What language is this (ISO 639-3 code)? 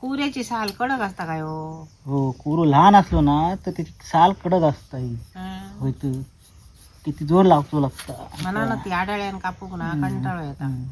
kok